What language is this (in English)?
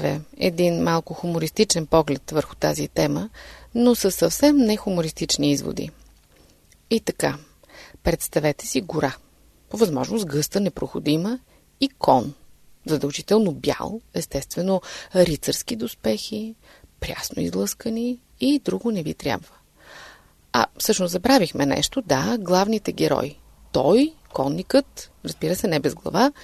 Bulgarian